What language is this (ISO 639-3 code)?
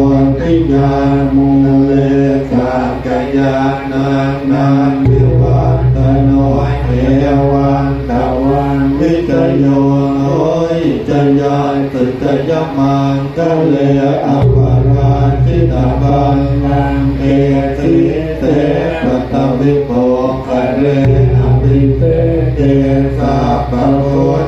pli